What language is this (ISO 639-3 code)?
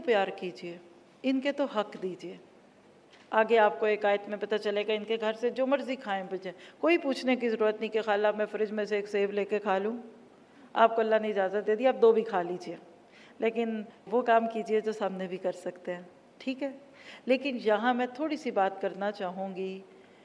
urd